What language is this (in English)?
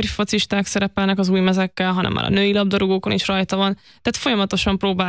Hungarian